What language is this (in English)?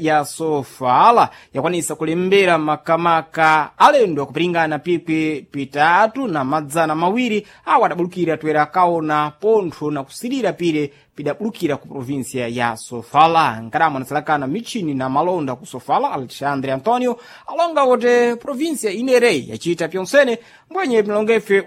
Sena